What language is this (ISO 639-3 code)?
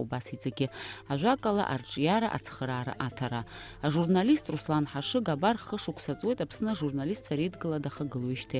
abk